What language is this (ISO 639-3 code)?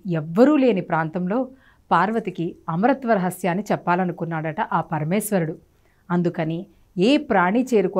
tel